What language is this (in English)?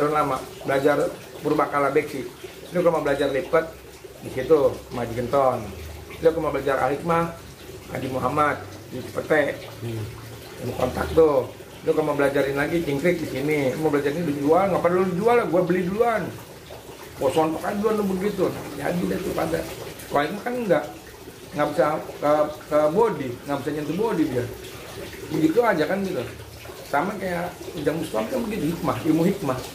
Betawi